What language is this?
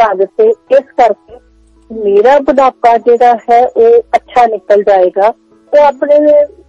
Punjabi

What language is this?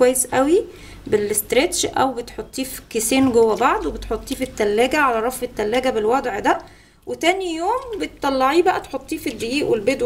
Egyptian Arabic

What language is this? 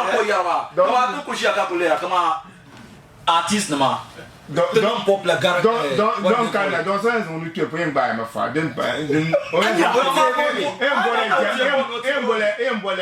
Dagbani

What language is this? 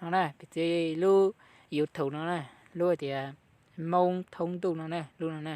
Hmong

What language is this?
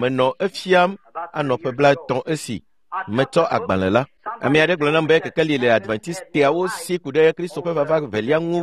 Ewe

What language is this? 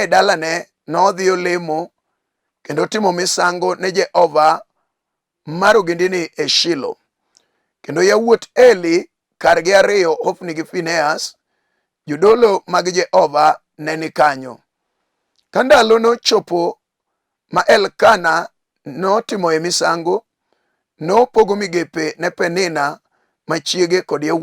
Luo (Kenya and Tanzania)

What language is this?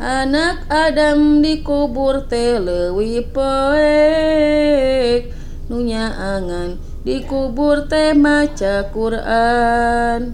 Sundanese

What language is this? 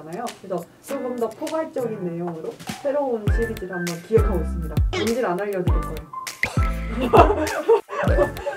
Korean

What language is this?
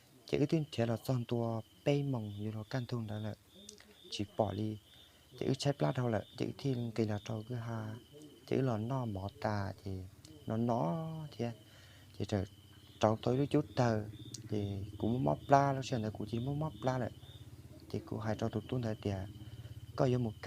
Hmong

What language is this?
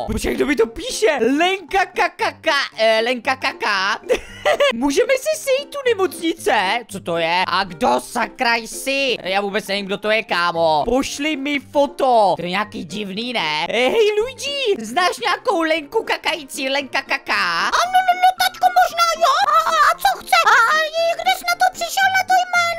Czech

